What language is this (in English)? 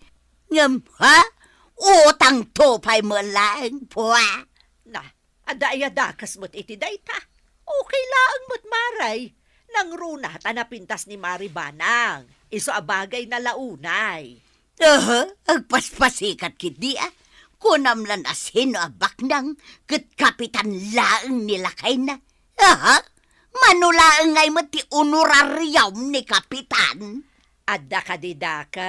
Iloko